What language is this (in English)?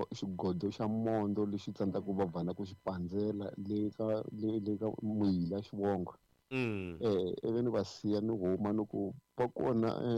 Tsonga